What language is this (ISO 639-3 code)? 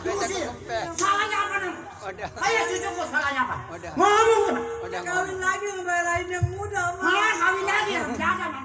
bew